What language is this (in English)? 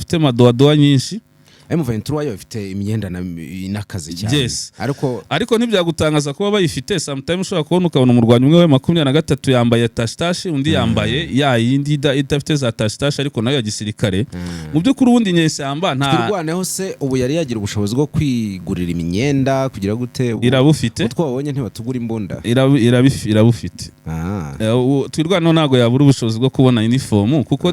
Kinyarwanda